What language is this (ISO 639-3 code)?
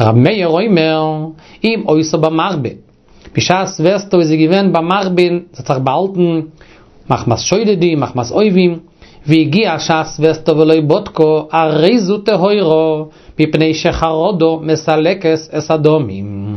yid